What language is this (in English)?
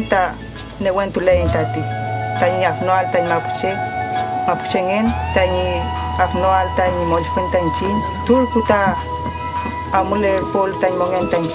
Mapuche